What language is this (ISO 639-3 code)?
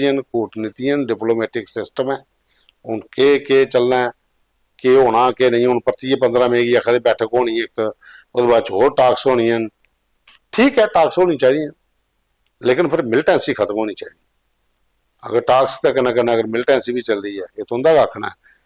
doi